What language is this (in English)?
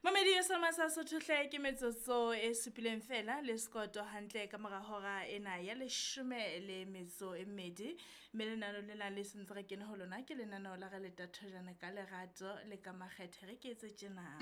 Southern Sotho